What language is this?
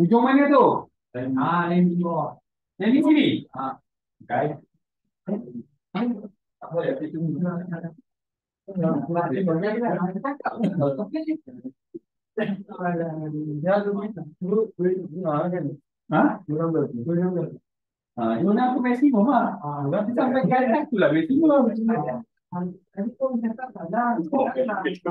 Malay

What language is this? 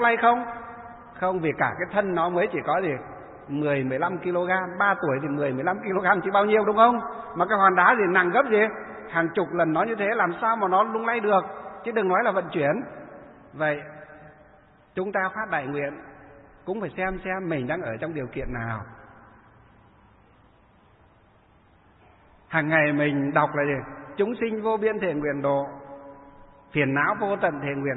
Vietnamese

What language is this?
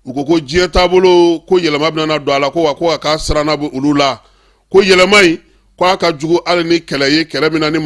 Bambara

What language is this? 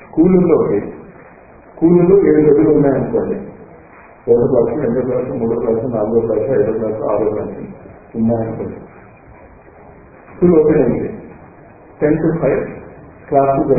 Telugu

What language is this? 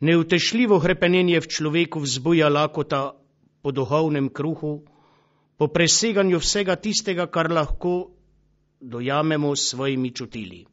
Slovenian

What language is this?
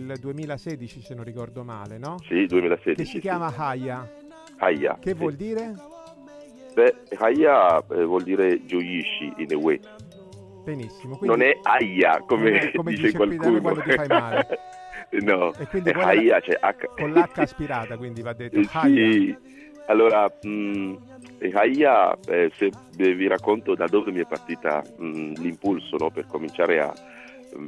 Italian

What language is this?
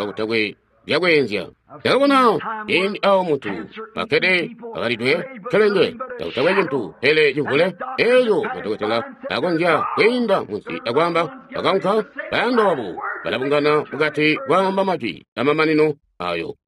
Tonga (Zambia)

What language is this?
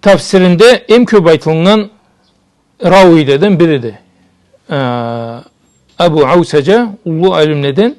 Karachay-Balkar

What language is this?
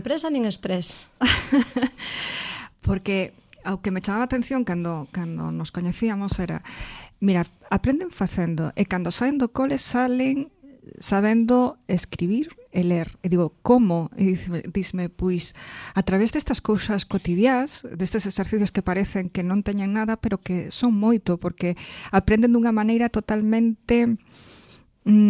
Galician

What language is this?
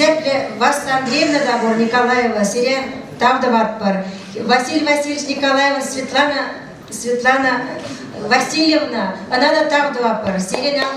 Chuvash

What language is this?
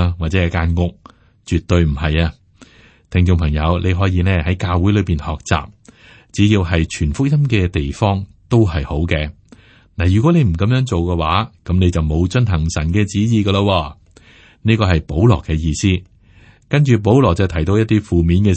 Cantonese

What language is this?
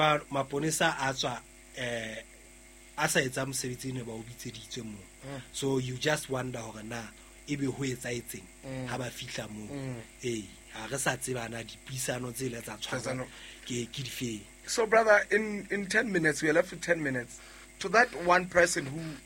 Southern Sotho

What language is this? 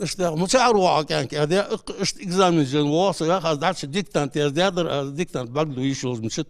Ingush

